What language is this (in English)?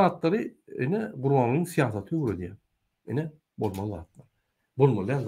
Turkmen